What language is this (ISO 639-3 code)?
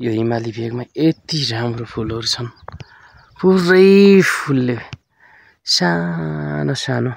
nep